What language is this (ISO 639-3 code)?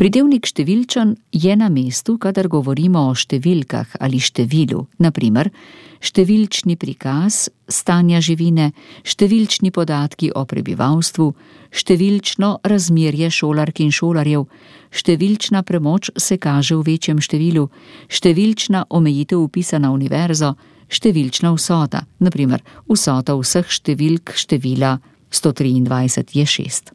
slv